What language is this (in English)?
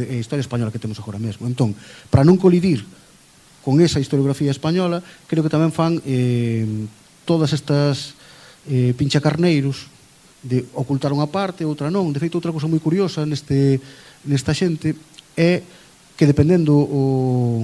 Galician